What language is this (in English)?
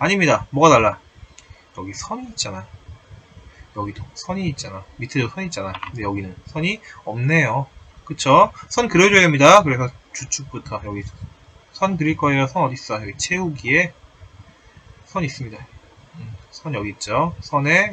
Korean